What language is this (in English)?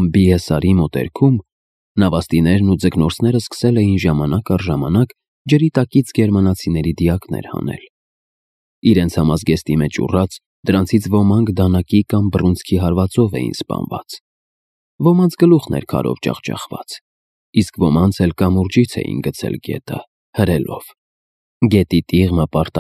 Armenian